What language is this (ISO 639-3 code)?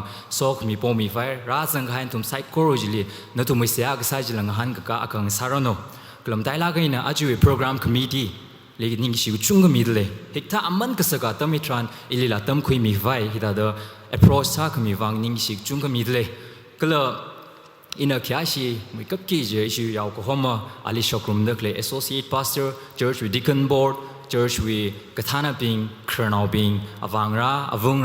nmf